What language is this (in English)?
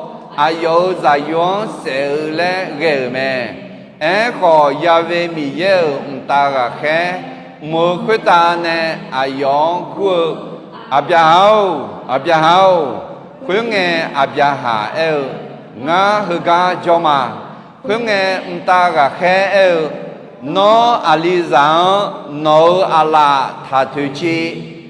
Akha